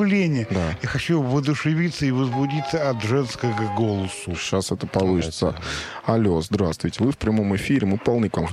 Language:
Russian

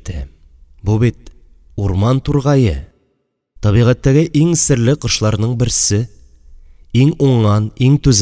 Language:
Tatar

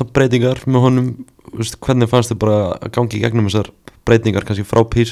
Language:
Icelandic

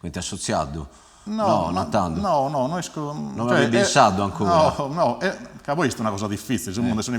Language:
Sardinian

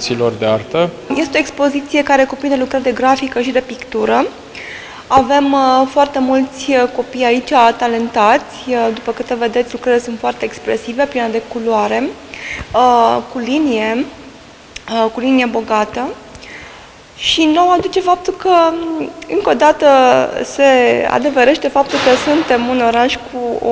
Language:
Romanian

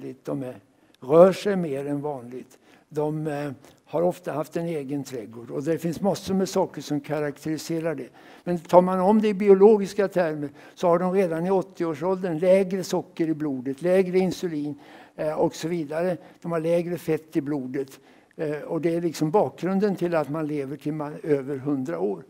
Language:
Swedish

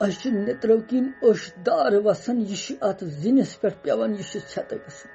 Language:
Kashmiri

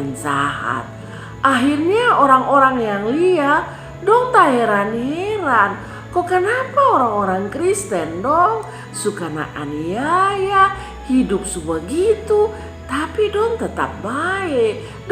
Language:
Kupang Malay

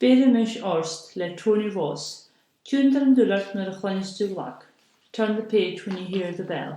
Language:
Scottish Gaelic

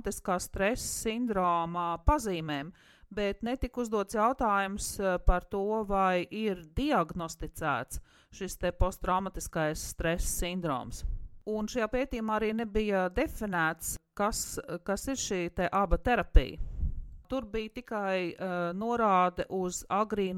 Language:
Latvian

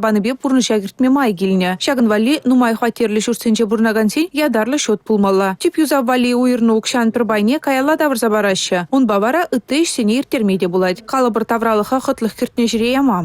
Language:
Chuvash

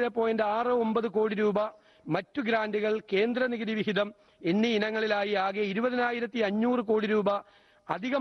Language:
Malayalam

